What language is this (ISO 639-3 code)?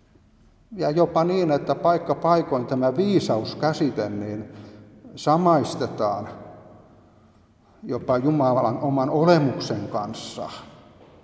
fin